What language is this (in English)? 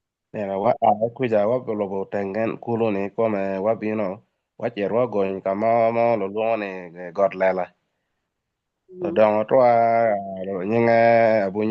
Acoli